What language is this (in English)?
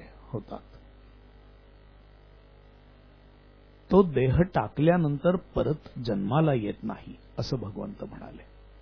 Marathi